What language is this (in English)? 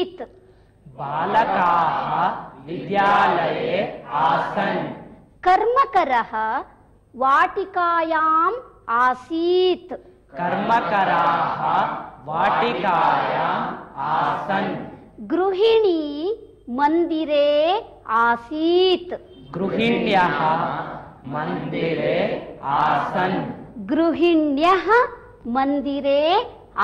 Sanskrit